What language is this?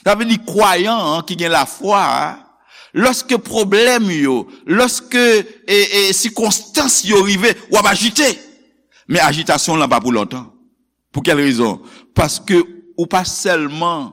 Haitian Creole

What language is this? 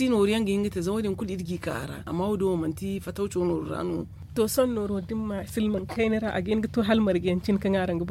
Zarma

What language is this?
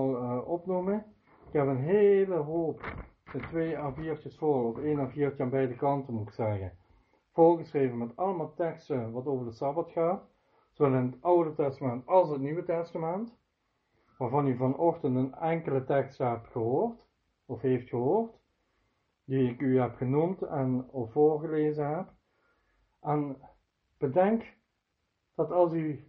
Dutch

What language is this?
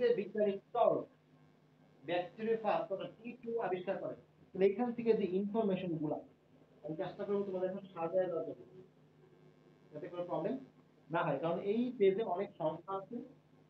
Bangla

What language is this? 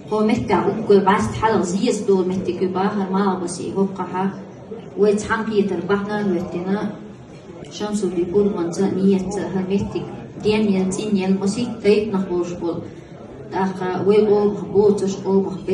Chechen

